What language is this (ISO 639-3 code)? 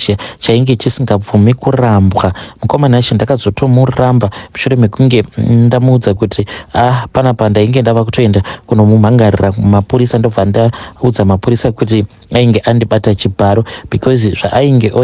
sna